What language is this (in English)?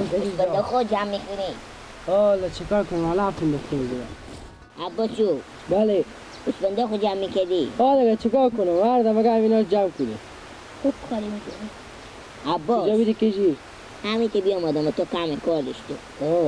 Persian